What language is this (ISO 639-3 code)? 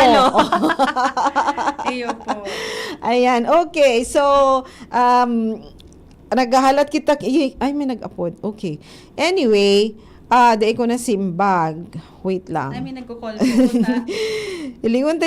bik